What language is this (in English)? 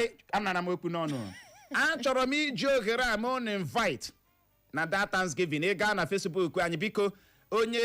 Igbo